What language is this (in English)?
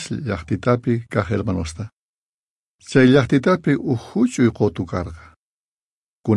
South Bolivian Quechua